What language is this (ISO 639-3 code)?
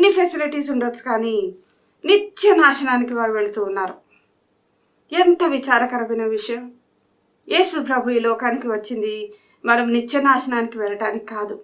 tel